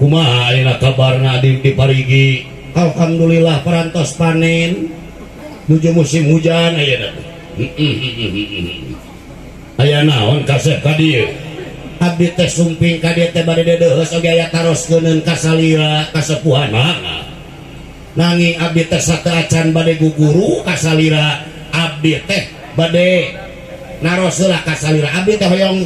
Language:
Sundanese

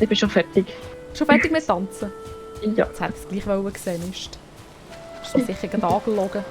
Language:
Swiss German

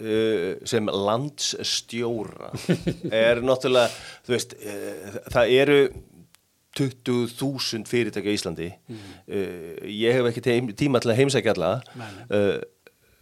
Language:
Icelandic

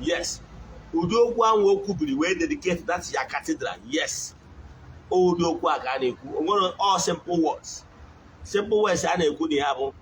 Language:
Igbo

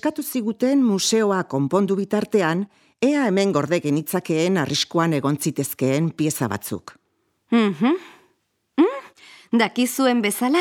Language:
Basque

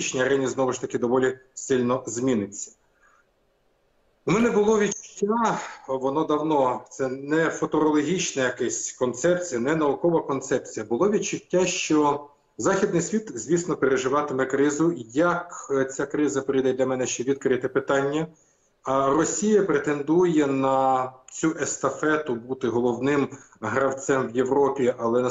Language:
Ukrainian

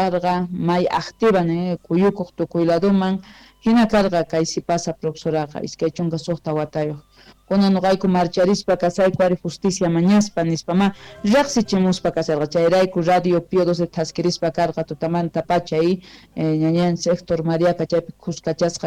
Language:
South Bolivian Quechua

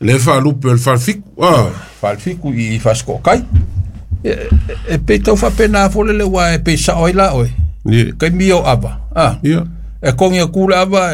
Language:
Samoan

